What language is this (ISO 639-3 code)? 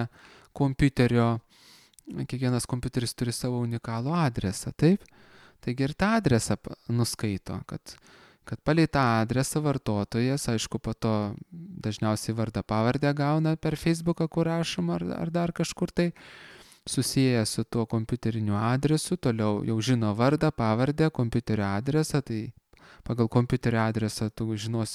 lit